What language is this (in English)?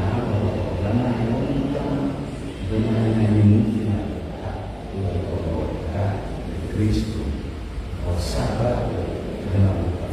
Ewe